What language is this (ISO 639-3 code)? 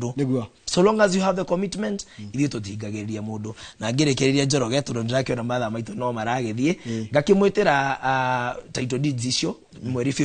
kik